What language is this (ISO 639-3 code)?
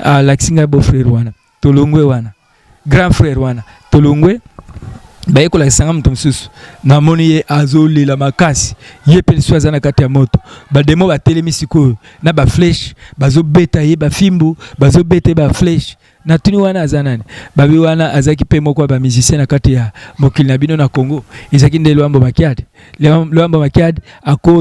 lin